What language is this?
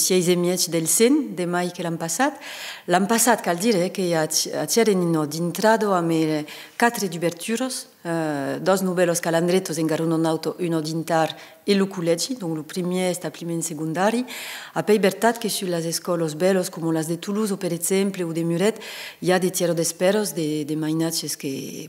Occitan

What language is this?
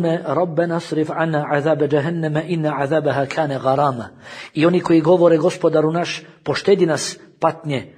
Bosnian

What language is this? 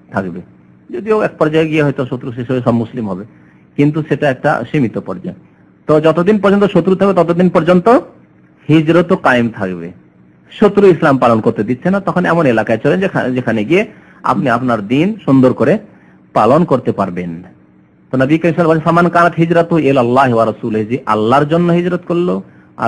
Bangla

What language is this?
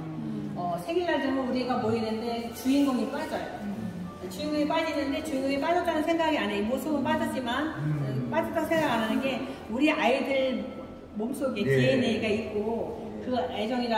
Korean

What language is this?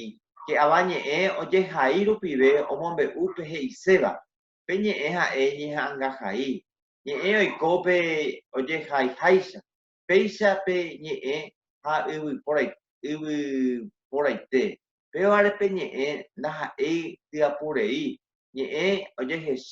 Guarani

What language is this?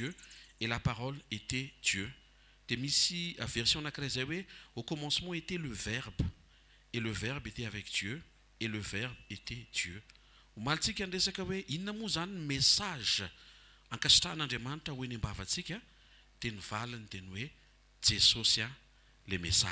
Malagasy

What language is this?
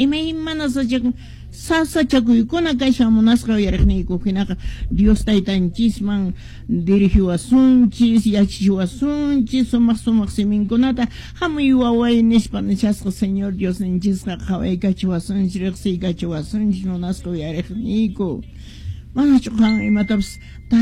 Quechua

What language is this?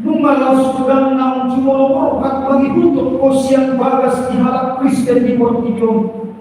Batak Toba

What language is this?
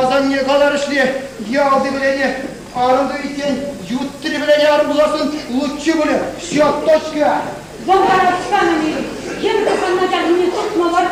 Chuvash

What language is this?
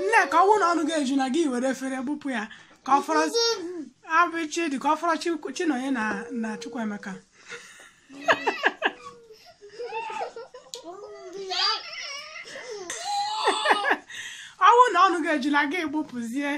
Igbo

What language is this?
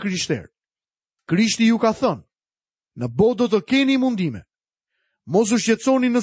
Albanian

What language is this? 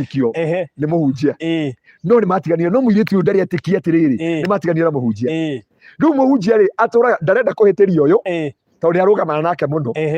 Kikuyu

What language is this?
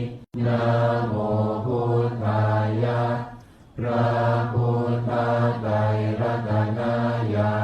Pali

